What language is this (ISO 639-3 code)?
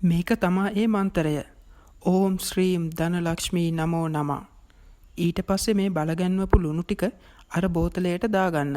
sin